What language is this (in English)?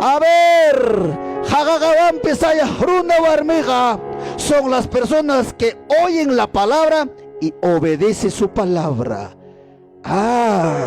Ayacucho Quechua